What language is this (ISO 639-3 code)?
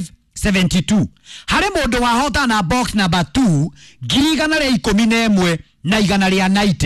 kik